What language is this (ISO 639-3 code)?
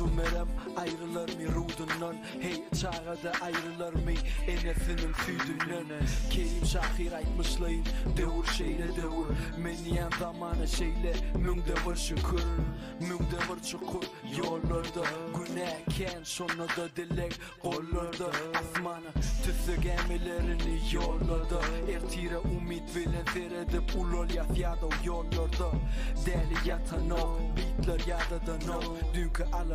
tuk